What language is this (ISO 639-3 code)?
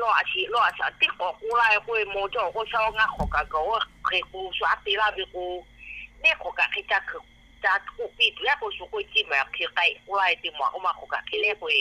lhu